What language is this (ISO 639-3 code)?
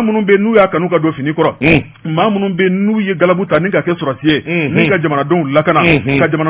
bam